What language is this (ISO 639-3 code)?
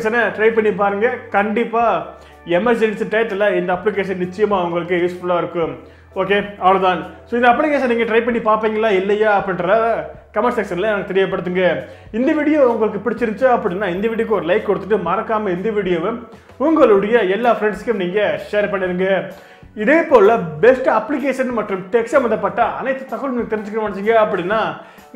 tam